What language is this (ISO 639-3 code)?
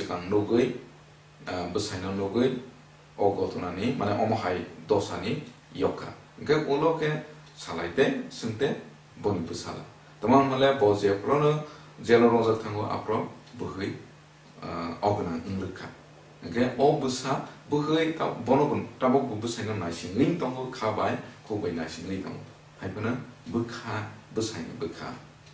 trp